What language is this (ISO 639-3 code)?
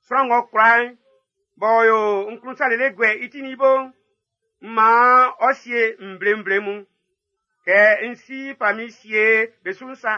bci